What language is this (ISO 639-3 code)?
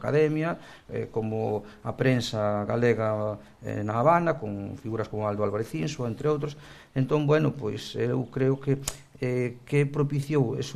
glg